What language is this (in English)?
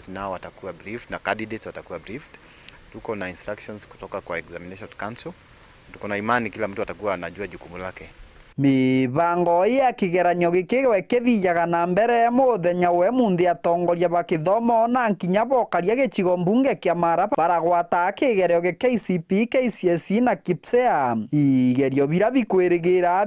Meru